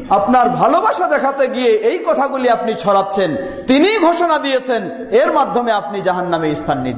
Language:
Bangla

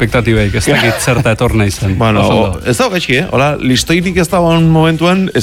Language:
Basque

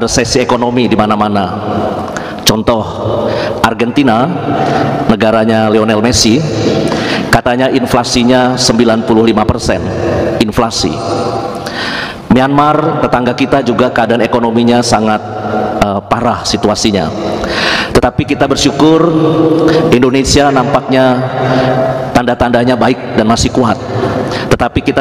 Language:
Indonesian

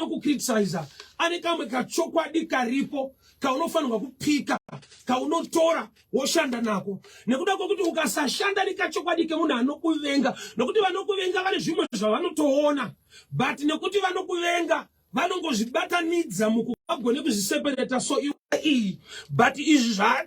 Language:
Shona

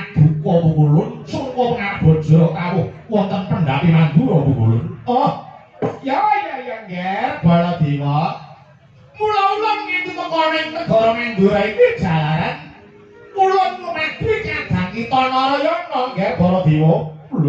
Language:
Javanese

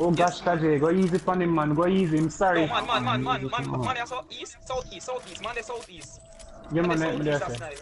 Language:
Jamaican Creole English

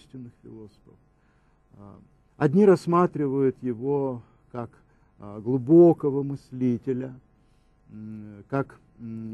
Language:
Russian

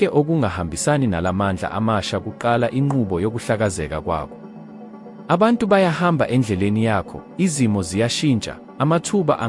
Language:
Zulu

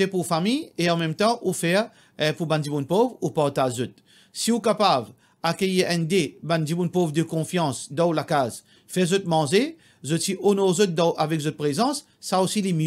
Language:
Morisyen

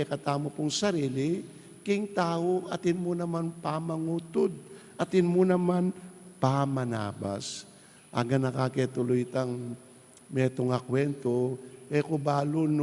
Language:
Pampanga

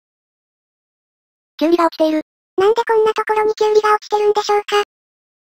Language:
Japanese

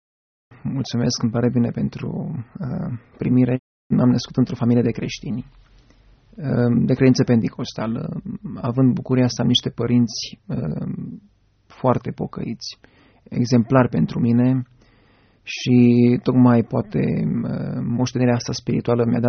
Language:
Romanian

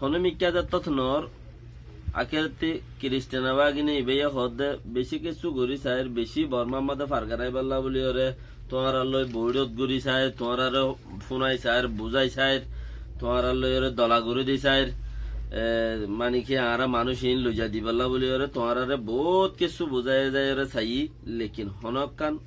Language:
Rohingya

